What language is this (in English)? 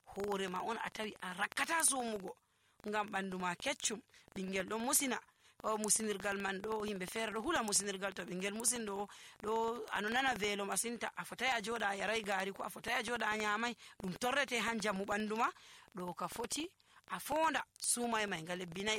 Nigerian Fulfulde